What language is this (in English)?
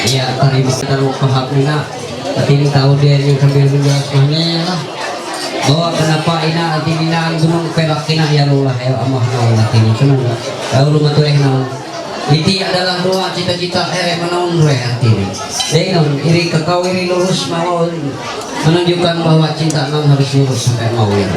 Ma'anyan